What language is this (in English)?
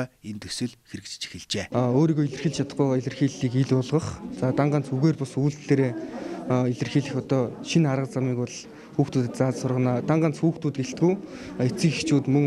Mongolian